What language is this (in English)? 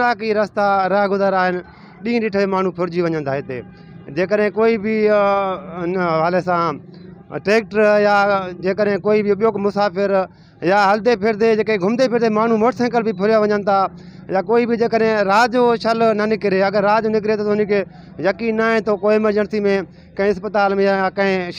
Sindhi